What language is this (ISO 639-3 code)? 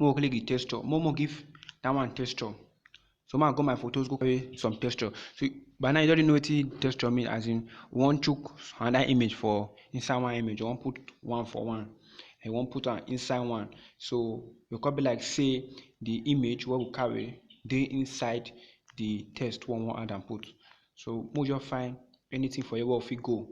pcm